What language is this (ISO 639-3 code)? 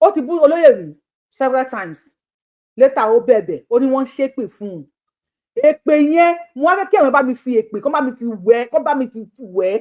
yor